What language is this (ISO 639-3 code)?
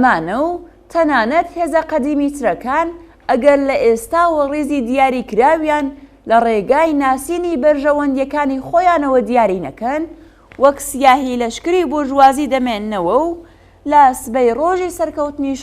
ckb